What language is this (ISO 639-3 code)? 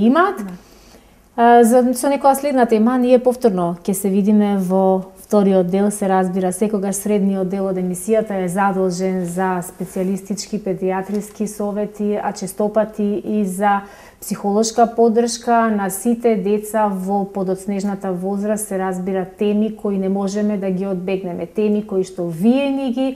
mkd